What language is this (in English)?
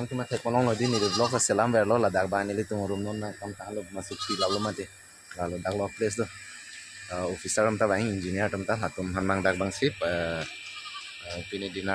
Karbi